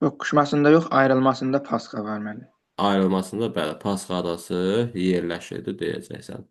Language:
Azerbaijani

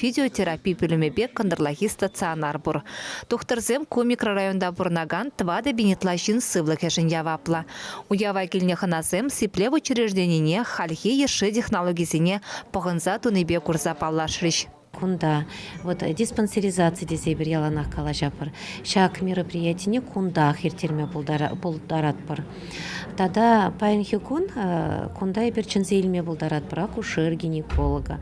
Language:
Chuvash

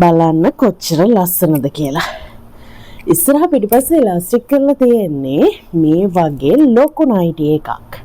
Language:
Sinhala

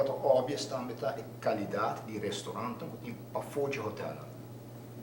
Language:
Papiamento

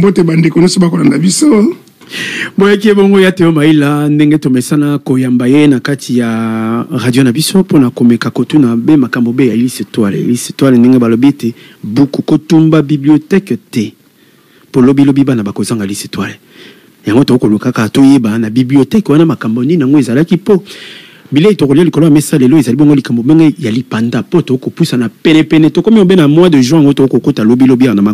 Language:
Lingala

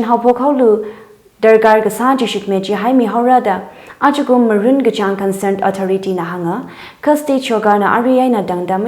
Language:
Tangkhul Naga (India)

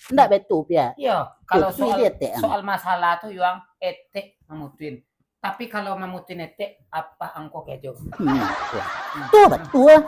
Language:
Minangkabau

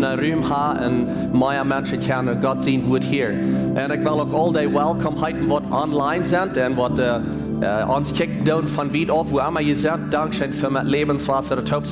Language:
Plautdietsch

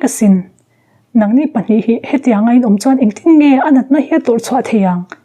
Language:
Mizo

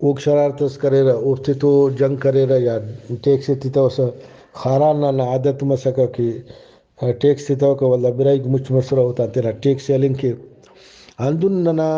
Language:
Brahui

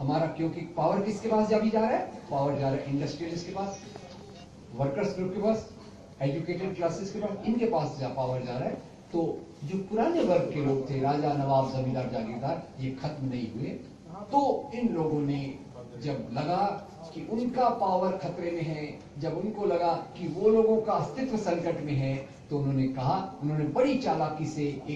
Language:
Hindi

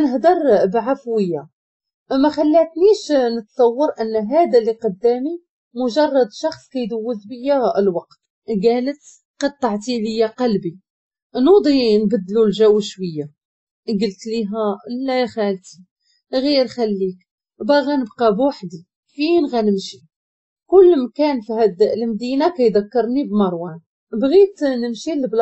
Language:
Moroccan Arabic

